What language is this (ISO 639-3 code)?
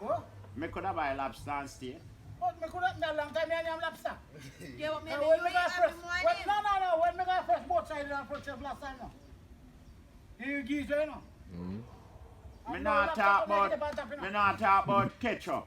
jam